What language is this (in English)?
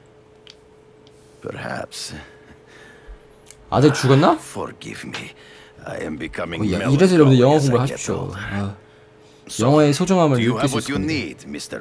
Korean